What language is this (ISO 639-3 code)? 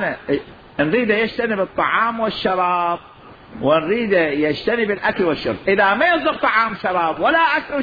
acm